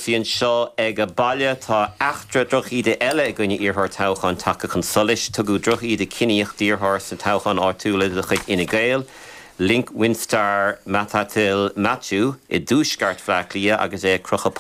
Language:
Irish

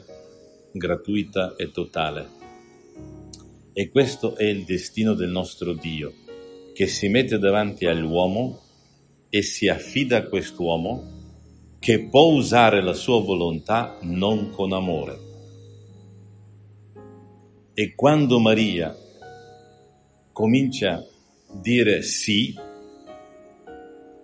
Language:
Italian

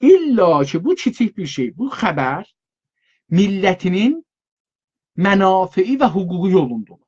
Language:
South Azerbaijani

